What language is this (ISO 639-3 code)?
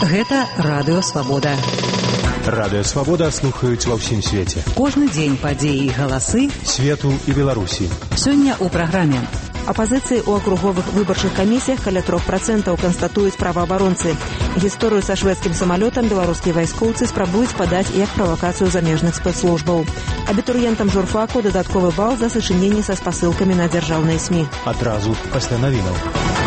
bel